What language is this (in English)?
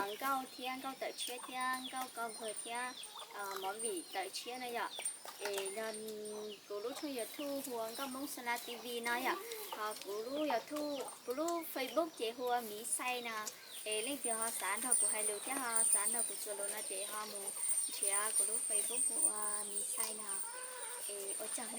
Hmong